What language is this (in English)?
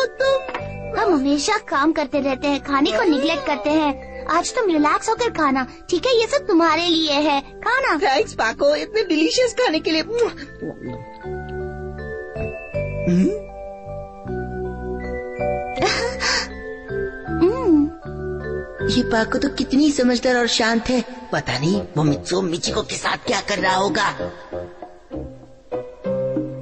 Hindi